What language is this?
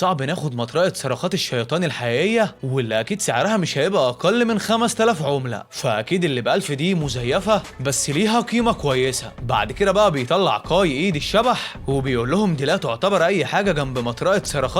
Egyptian Arabic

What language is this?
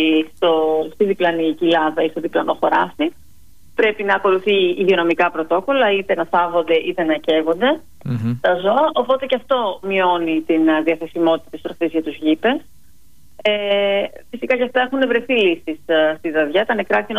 Greek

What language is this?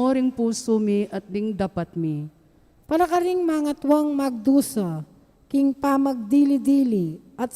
Pampanga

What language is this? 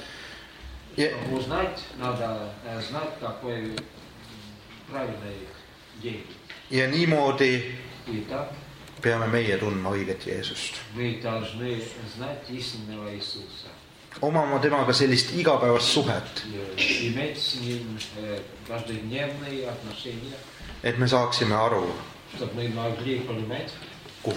Estonian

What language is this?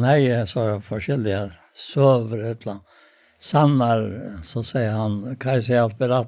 Faroese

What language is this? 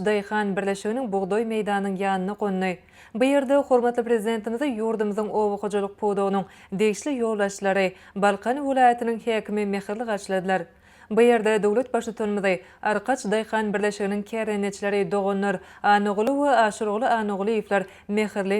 Turkmen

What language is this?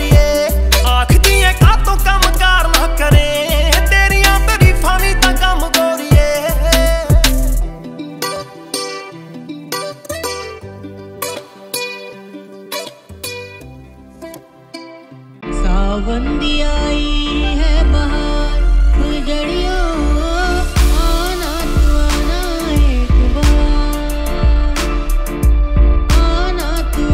Punjabi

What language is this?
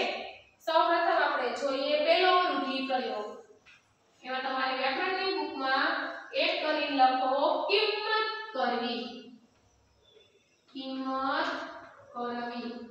Gujarati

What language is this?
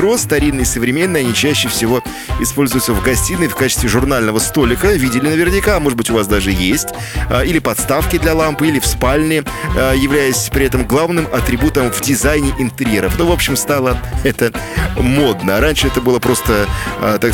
Russian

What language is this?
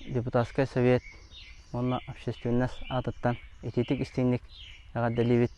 Yakut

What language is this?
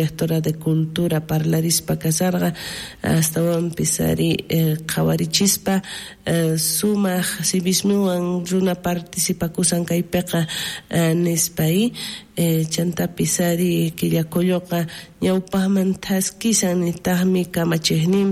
South Bolivian Quechua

